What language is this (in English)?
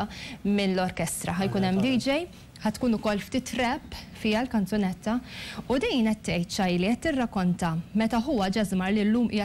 Maltese